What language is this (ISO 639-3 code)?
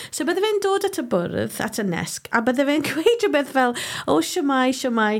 cym